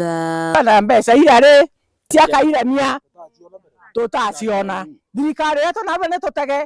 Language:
Meru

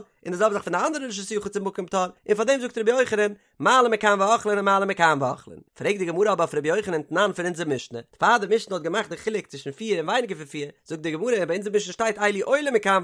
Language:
Yiddish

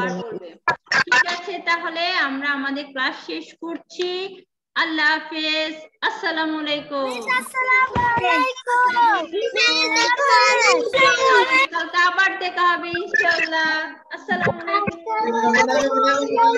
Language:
Bangla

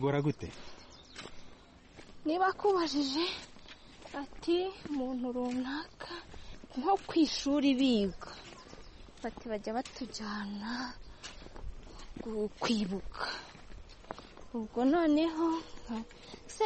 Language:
Kinyarwanda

